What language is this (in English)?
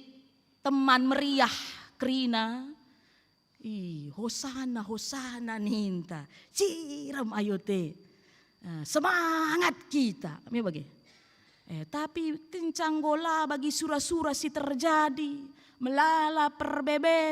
Batak Karo